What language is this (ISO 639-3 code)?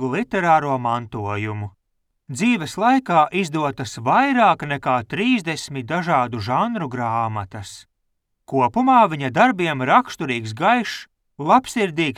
lav